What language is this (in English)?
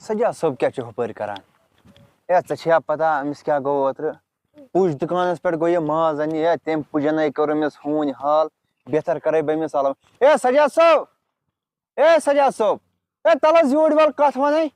Kashmiri